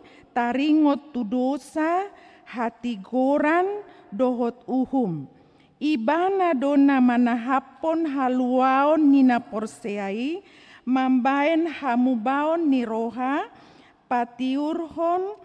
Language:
Batak Toba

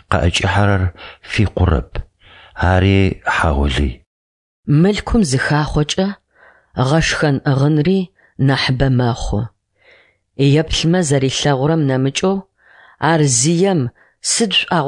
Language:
Adyghe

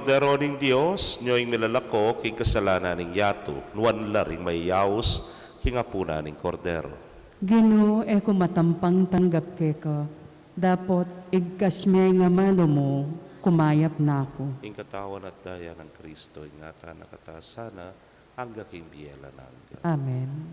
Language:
Pampanga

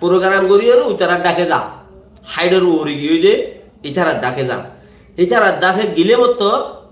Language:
Rohingya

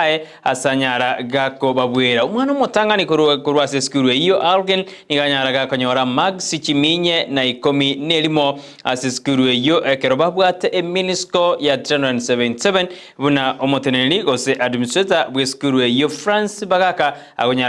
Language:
Gusii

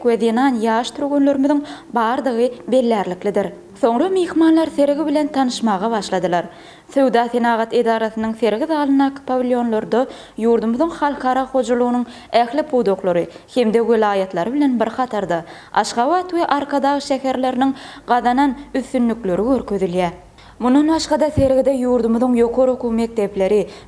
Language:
Turkmen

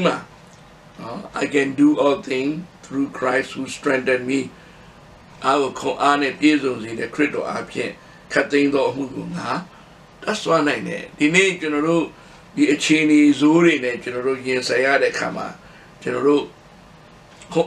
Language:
Burmese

